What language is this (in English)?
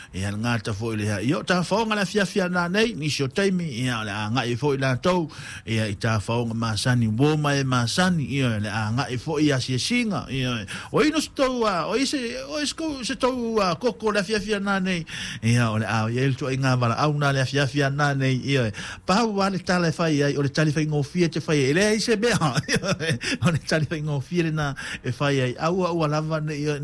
Samoan